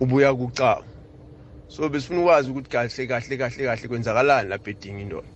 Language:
South Ndebele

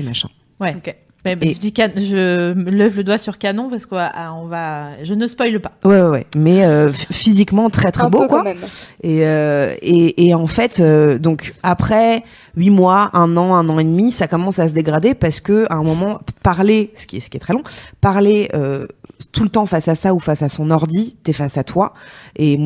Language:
French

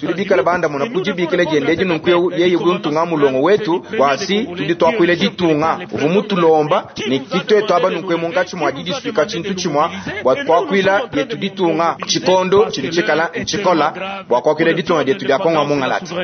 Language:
Luba-Lulua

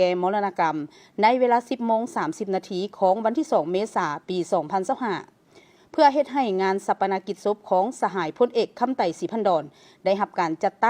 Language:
Lao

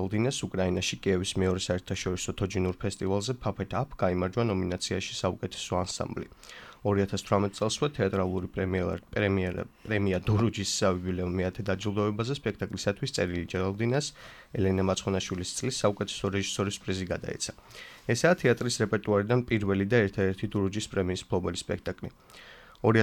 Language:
Georgian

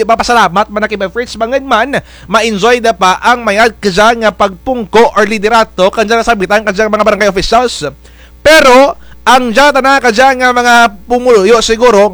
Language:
Kinaray-a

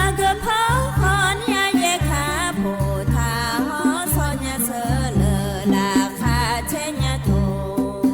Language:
Akha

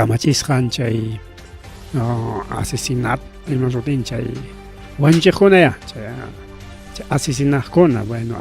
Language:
Ayacucho Quechua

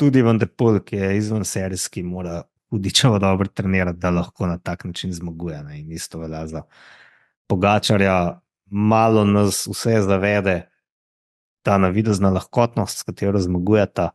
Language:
Slovenian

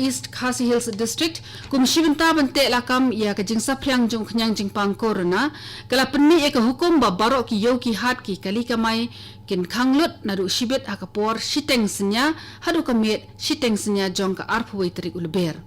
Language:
Khasi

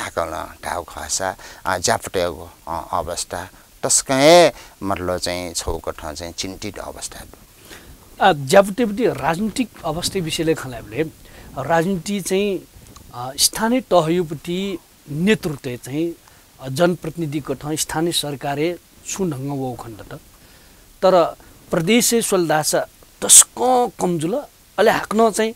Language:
Newari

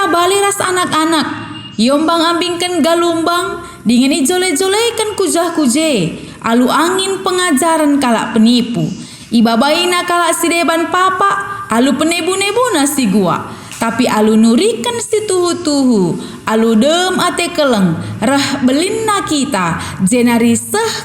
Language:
Batak Karo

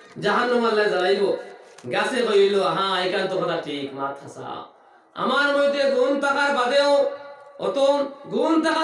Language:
Sylheti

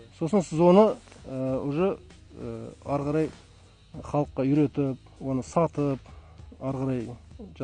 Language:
Kazakh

